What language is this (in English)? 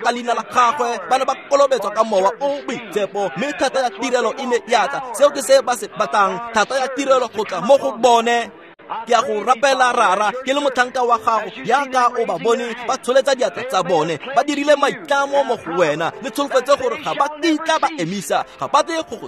Tswana